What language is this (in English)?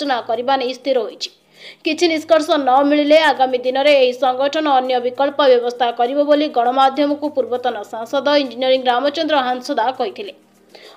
Odia